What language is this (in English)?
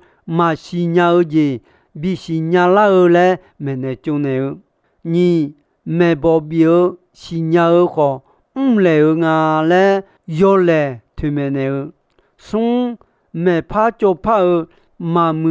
Akha